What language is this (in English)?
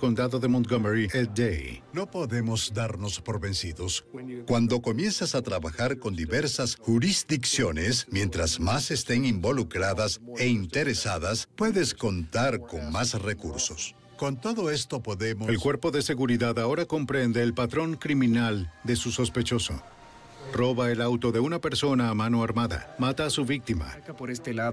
Spanish